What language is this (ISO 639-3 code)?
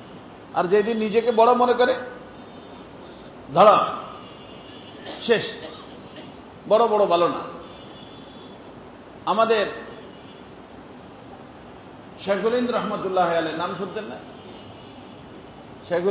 ben